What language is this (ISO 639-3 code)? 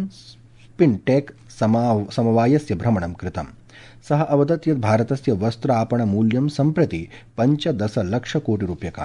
san